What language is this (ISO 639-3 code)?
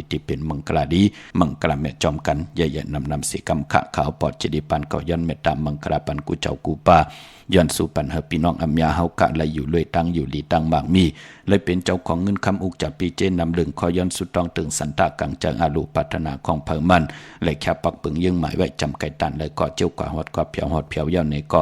shn